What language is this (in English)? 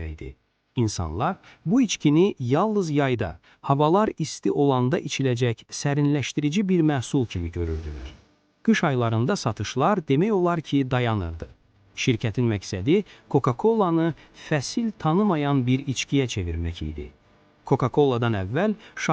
Azerbaijani